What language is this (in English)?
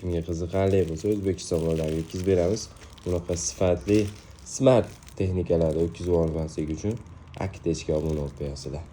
Uzbek